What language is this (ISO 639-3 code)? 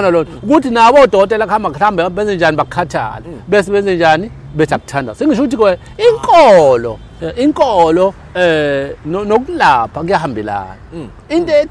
zul